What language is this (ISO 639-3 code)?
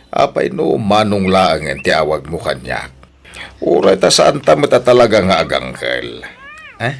ilo